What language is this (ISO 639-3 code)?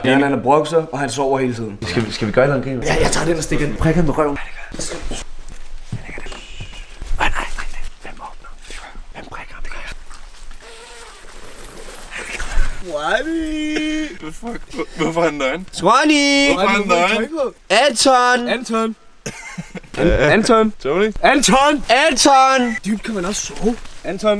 dan